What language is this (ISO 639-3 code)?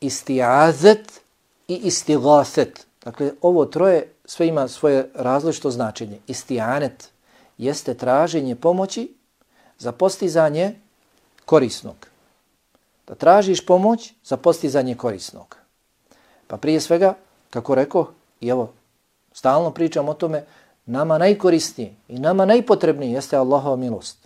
bos